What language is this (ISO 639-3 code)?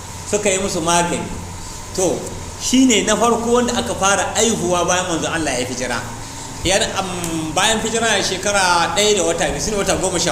hau